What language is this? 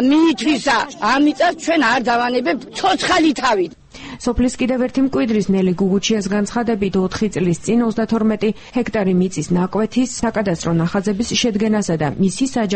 Georgian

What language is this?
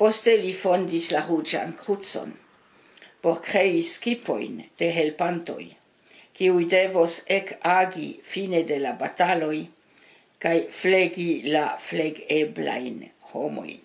Esperanto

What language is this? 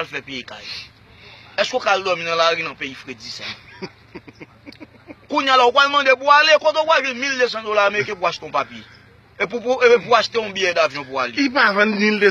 Haitian Creole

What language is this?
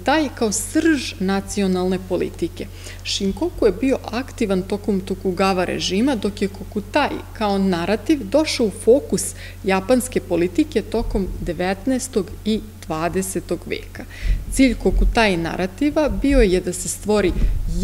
Serbian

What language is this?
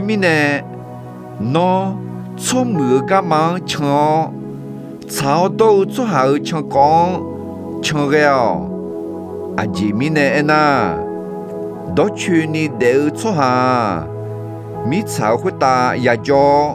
Akha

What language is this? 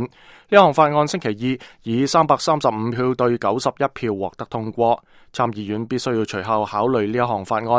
Cantonese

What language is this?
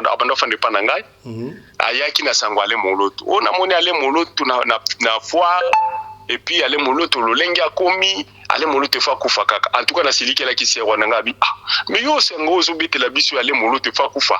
Lingala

